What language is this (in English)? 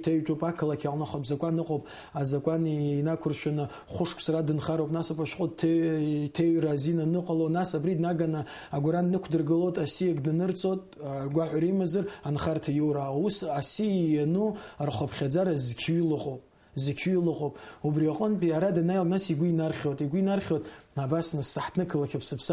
Abkhazian